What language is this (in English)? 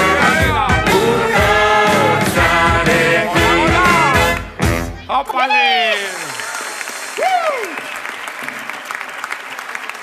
Basque